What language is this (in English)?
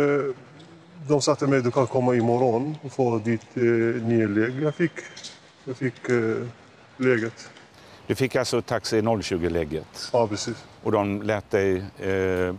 Swedish